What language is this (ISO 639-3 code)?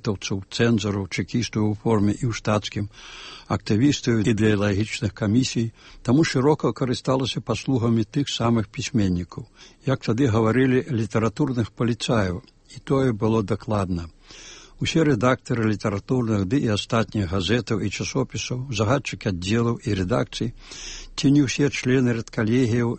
bel